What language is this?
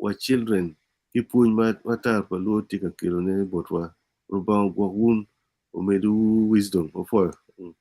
Acoli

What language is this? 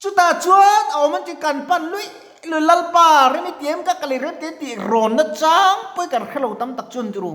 Mizo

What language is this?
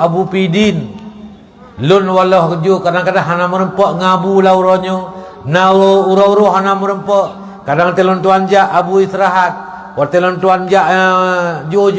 Achinese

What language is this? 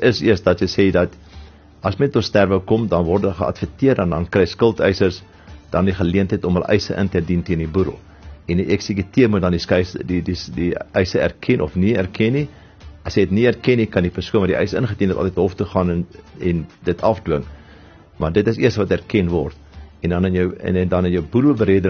Afrikaans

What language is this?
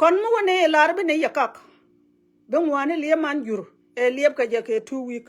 Nuer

